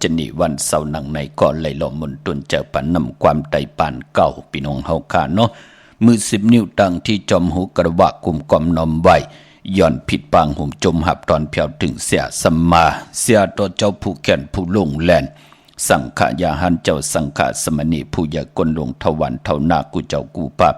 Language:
Shan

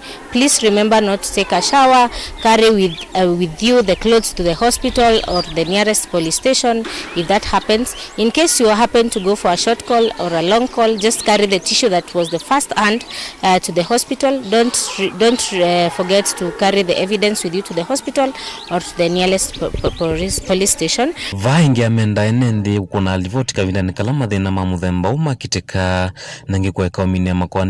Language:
Kamba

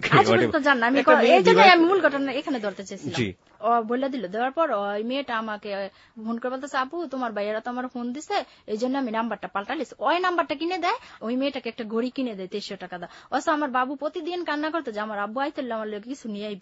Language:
Bangla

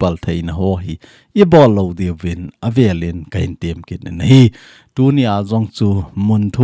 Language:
Thado Chin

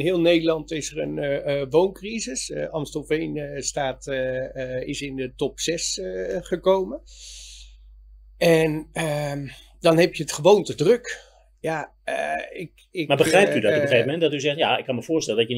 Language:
Dutch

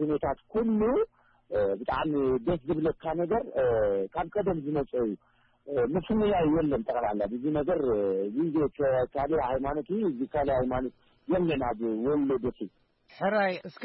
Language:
Tigrinya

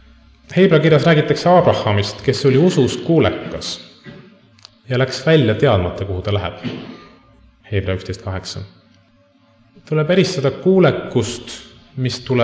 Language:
Estonian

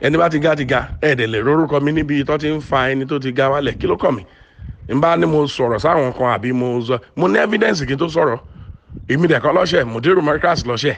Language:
Yoruba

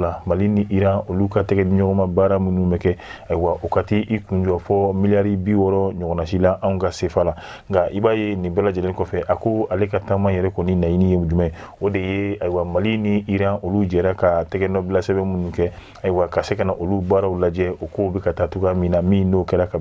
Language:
Bambara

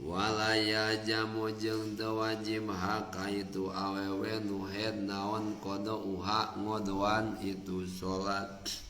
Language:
Sundanese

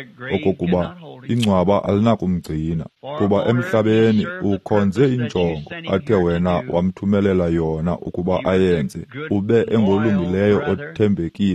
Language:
Xhosa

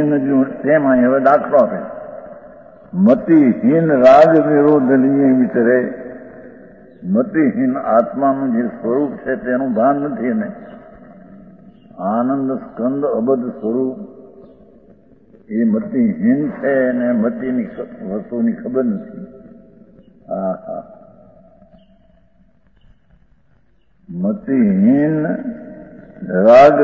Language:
Gujarati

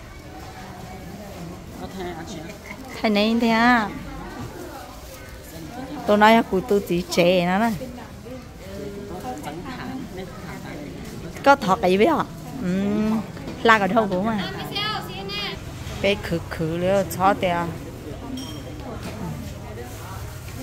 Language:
Vietnamese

